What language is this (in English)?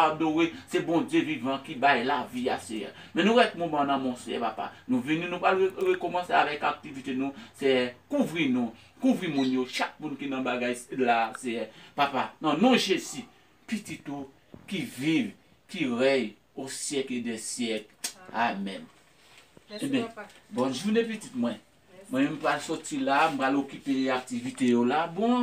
Haitian Creole